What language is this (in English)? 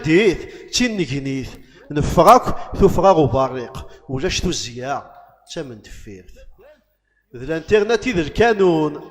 Kabyle